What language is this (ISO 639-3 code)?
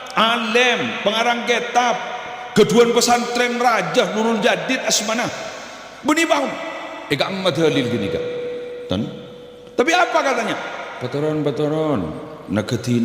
mad